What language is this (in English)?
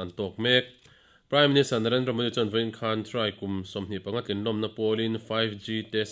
Mizo